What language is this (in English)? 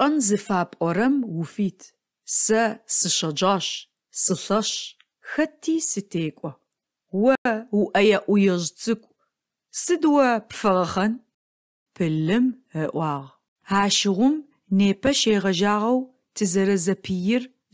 Adyghe